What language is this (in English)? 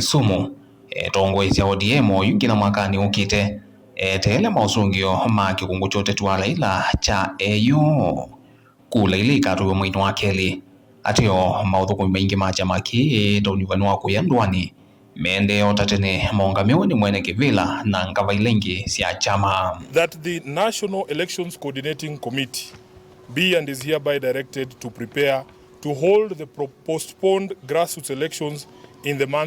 Kamba